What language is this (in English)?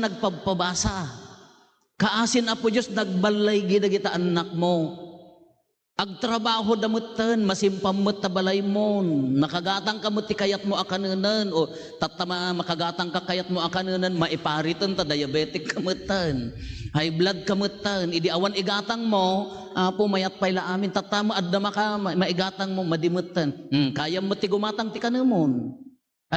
Iloko